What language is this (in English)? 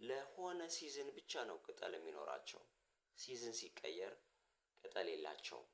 Amharic